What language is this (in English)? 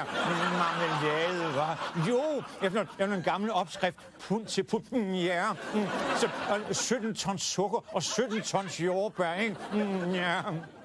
Danish